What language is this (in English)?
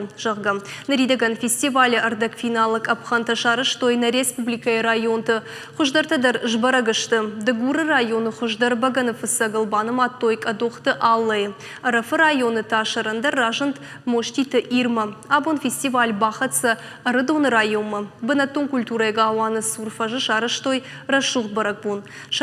Ossetic